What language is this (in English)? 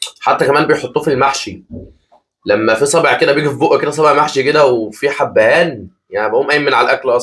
Egyptian Arabic